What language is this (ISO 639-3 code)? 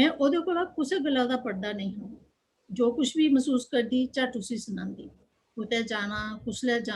doi